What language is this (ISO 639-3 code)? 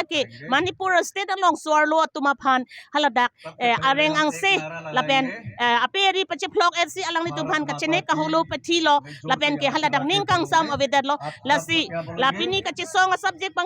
mjw